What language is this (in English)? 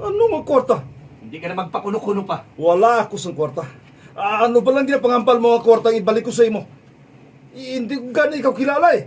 Hiligaynon